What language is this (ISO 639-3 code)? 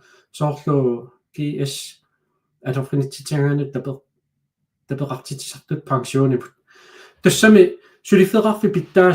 kal